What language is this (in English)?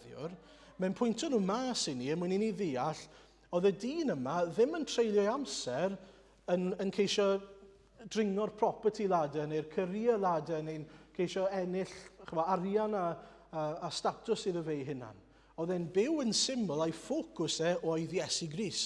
Welsh